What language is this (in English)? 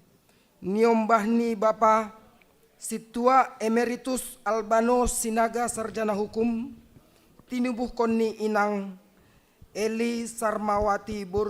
Batak Simalungun